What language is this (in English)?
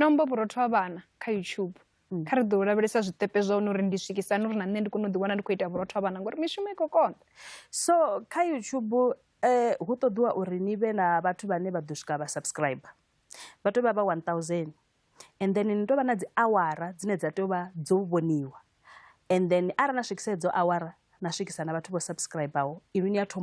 Venda